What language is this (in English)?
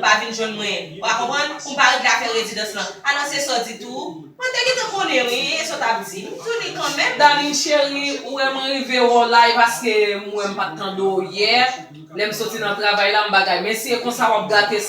Haitian Creole